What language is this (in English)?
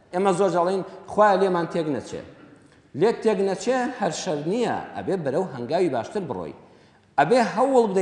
Central Kurdish